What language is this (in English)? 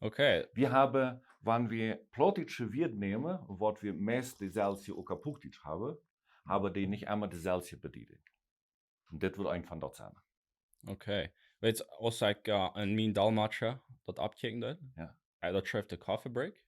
Plautdietsch